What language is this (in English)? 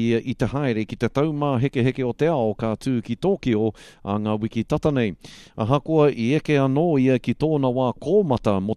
Māori